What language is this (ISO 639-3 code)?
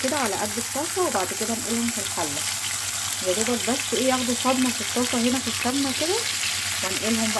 arz